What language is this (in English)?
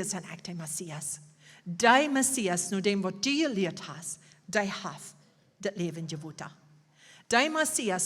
Plautdietsch